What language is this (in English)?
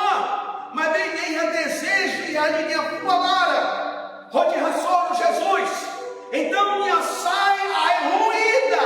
Tetum